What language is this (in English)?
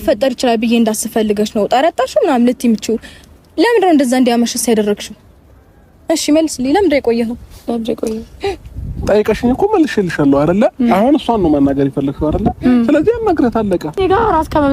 Amharic